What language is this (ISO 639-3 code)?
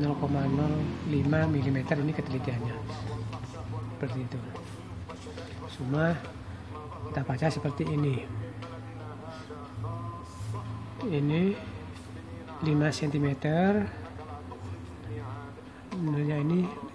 ind